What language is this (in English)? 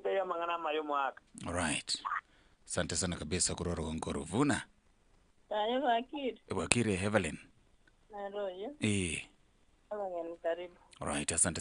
Gusii